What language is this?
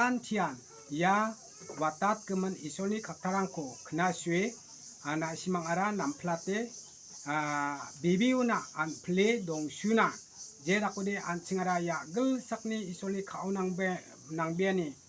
Garo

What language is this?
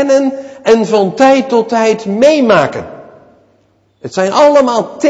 Dutch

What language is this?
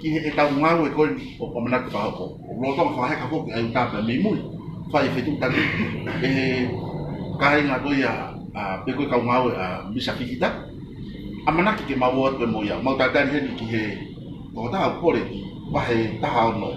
Tongan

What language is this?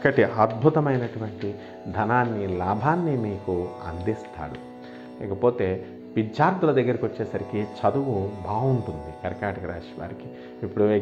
Telugu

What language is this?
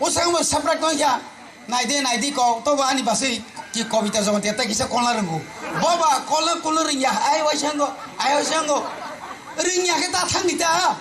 Kok Borok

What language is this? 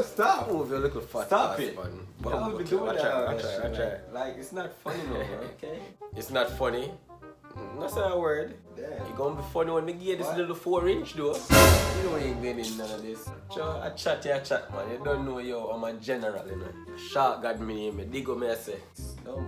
Jamaican Creole English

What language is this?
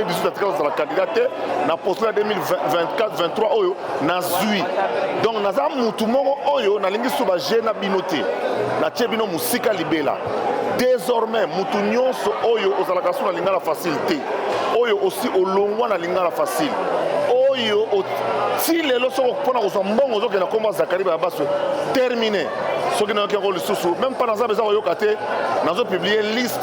Lingala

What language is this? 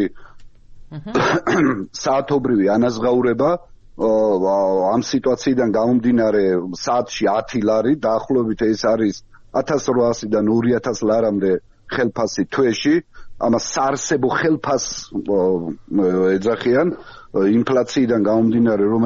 Georgian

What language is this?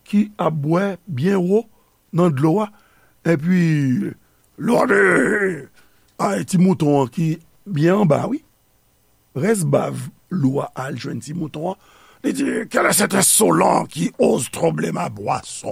Haitian Creole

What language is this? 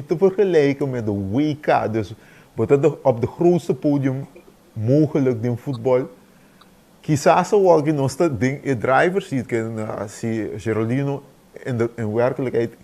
Papiamento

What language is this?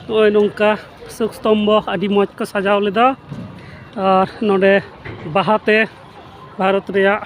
Santali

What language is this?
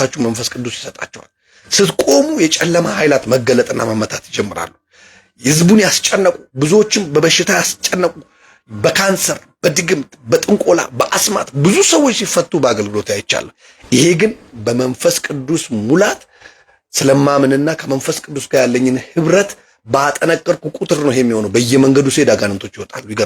Amharic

